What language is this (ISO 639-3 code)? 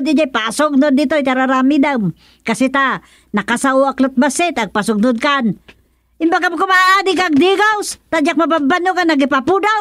ilo